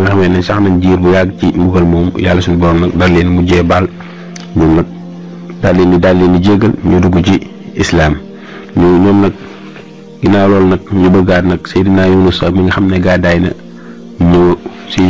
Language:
Wolof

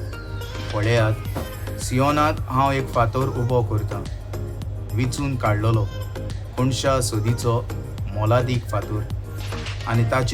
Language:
Konkani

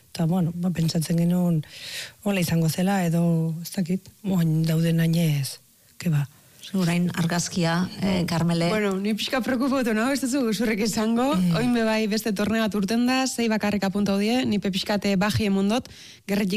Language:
Basque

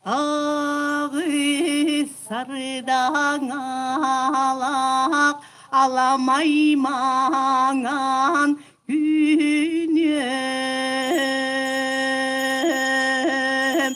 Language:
Yakut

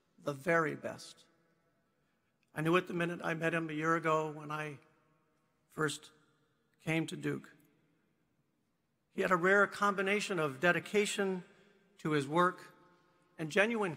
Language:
English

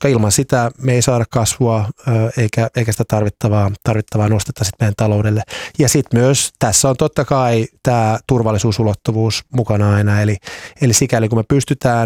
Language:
Finnish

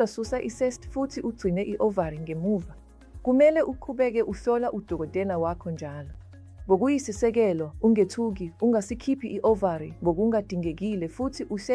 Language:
Zulu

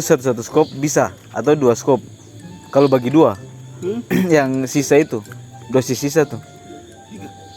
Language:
Ambonese Malay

